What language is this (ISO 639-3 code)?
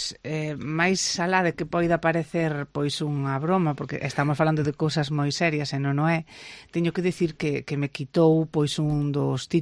glg